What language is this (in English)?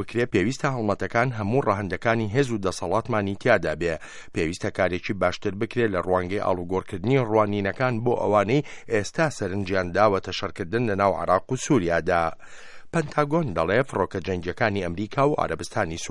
Central Kurdish